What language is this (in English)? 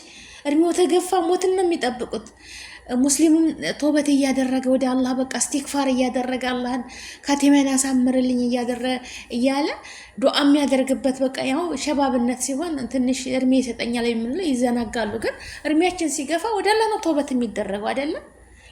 Amharic